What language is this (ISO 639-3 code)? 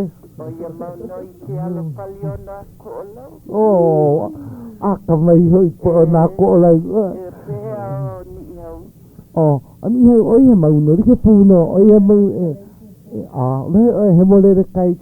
haw